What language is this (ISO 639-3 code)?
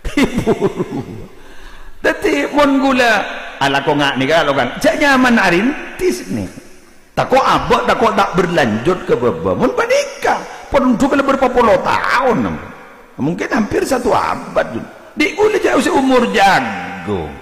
mad